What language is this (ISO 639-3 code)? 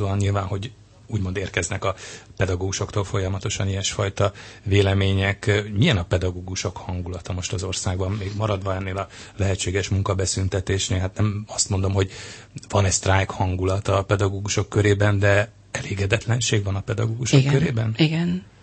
hun